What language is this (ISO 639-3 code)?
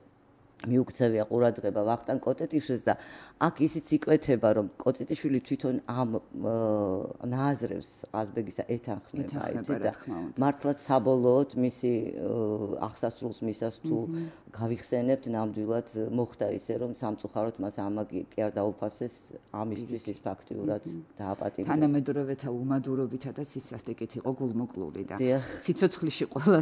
kat